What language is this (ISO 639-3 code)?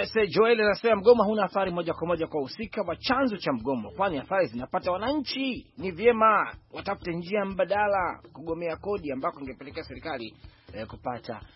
swa